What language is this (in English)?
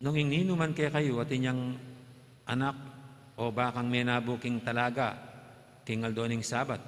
Pampanga